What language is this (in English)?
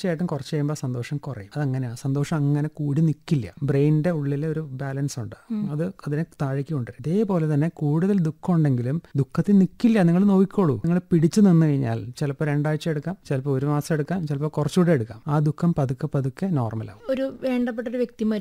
Malayalam